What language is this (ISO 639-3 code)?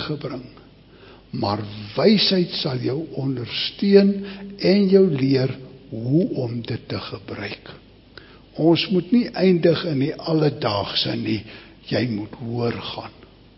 afr